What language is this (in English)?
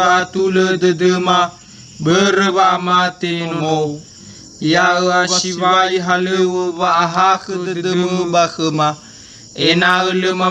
Nias